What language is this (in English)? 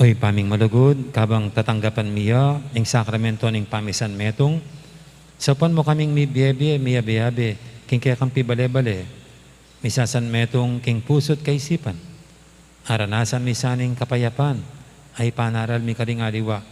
Pampanga